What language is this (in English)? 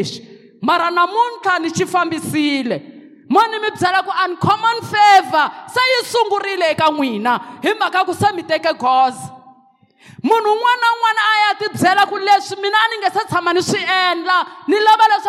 Tsonga